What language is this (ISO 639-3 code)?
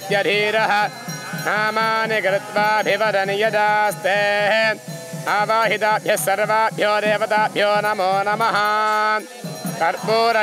san